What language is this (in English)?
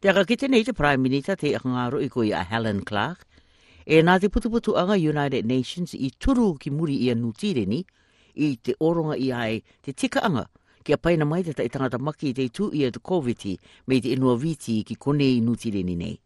Rarotongan